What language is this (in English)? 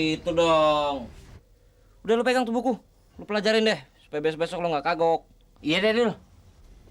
Betawi